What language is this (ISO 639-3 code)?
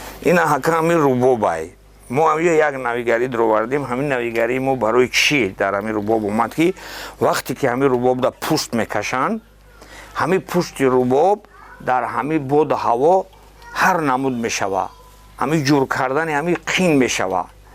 tgk